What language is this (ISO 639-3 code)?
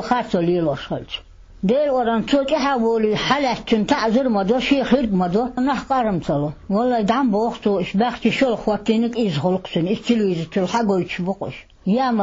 che